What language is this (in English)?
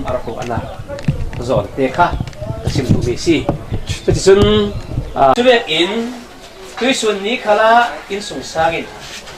Falam Chin